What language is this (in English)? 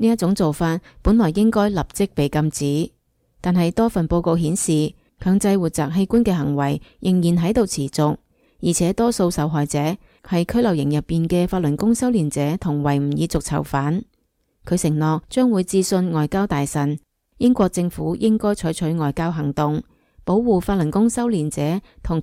Cantonese